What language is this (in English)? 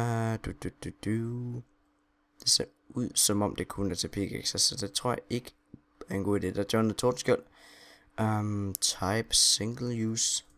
Danish